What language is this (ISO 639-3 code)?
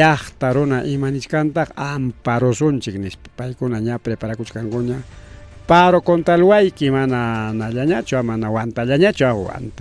quy